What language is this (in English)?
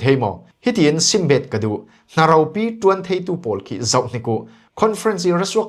Falam Chin